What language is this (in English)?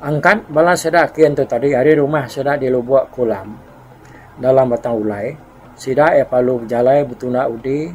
Iban